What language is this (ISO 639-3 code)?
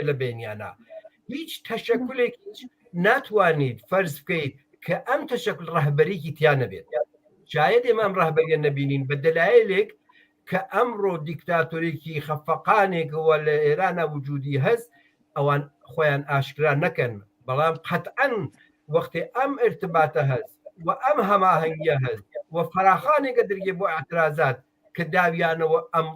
ckb